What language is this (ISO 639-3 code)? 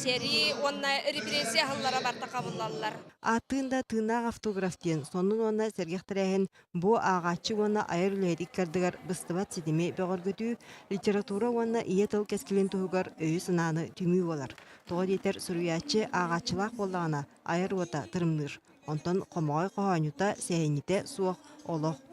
sah